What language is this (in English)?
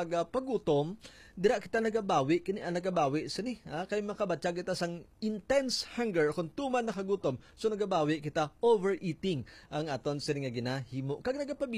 Hiligaynon